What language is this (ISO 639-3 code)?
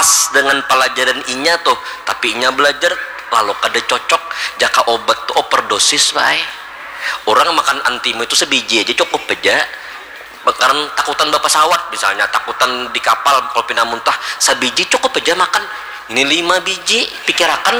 bjn